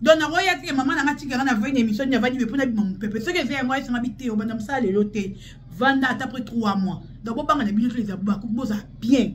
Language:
Lingala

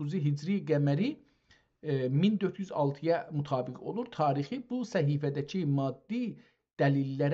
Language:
South Azerbaijani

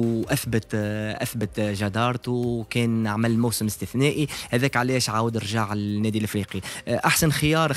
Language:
Tunisian Arabic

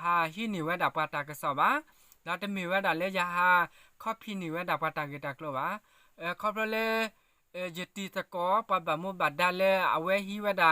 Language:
S'gaw Karen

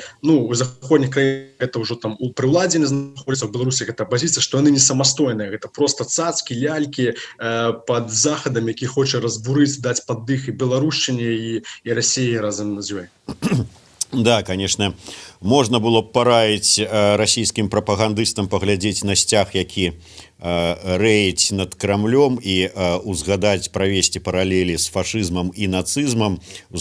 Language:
Belarusian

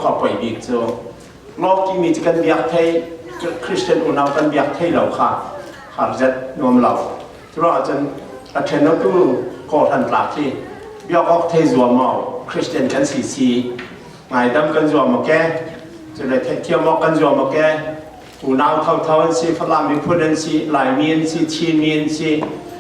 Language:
Falam Chin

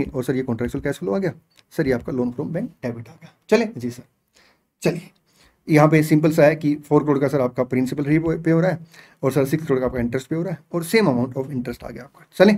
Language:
Hindi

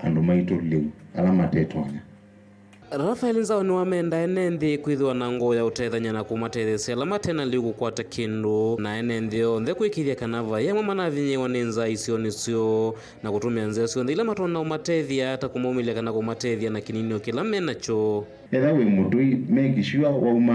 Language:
Kamba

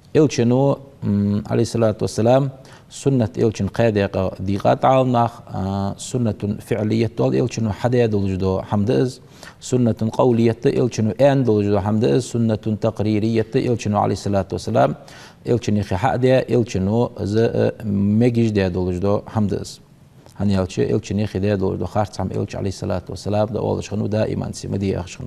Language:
Ingush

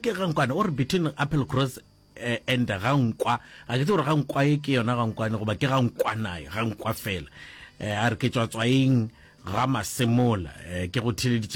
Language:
Northern Sotho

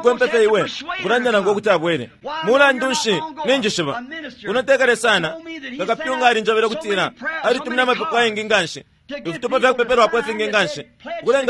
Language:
Bemba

